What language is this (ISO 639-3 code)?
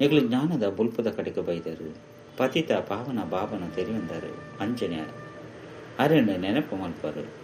tcy